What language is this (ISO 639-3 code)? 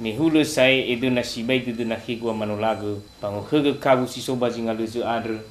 nia